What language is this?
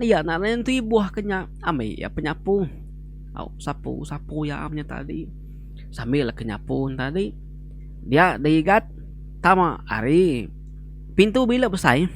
Iban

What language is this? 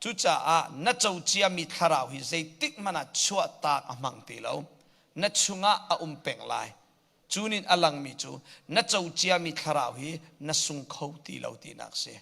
Hakha Chin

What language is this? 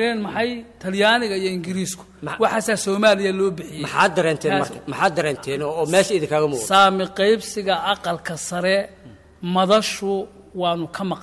Somali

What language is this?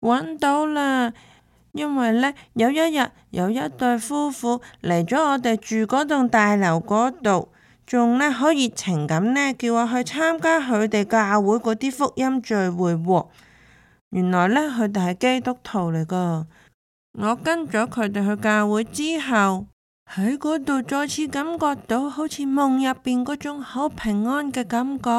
Cantonese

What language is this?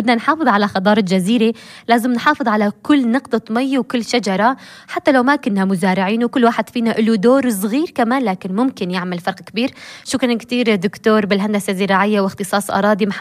North Levantine Arabic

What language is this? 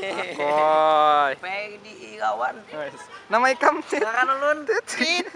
Banjar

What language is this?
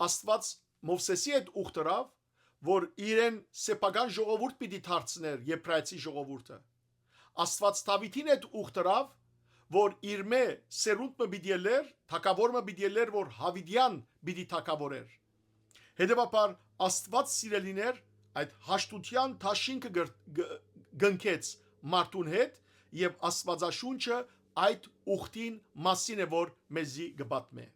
Western Armenian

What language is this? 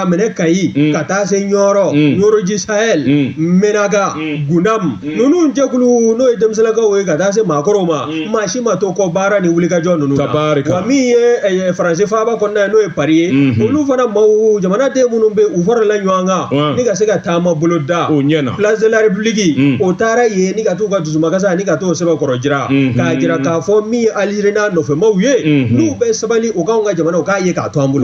Bambara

